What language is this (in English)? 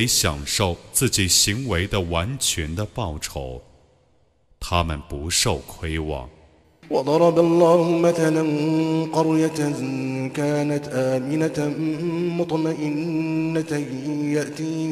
Chinese